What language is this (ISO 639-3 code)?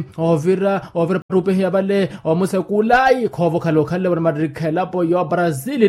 vmw